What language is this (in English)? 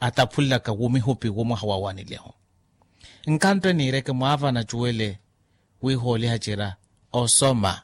Makhuwa